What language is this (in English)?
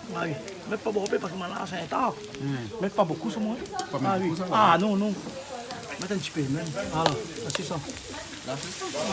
Réunion Creole French